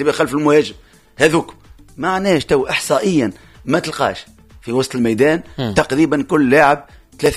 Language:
Tunisian Arabic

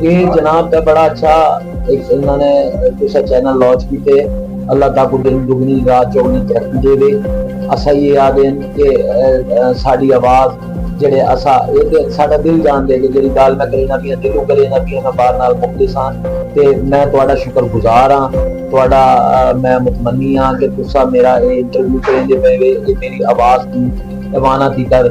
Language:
Saraiki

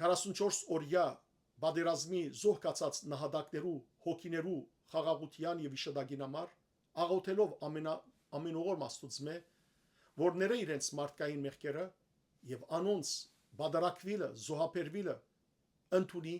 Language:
Western Armenian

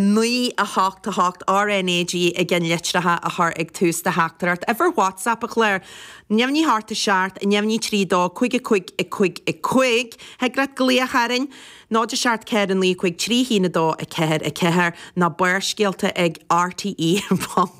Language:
Irish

